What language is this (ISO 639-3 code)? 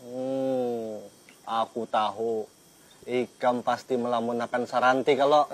bjn